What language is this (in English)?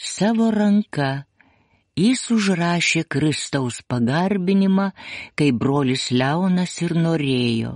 Lithuanian